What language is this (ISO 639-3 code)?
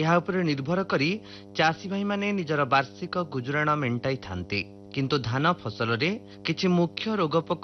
ori